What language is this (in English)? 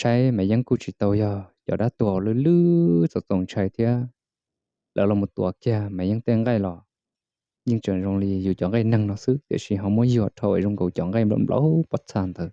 Hmong